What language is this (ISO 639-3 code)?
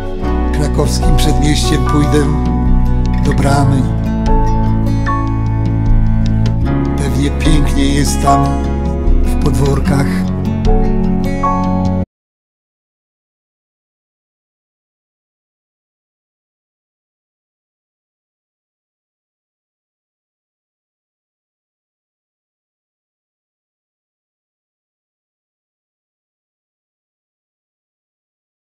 pol